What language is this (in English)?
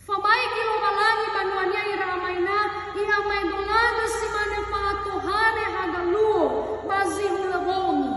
Nias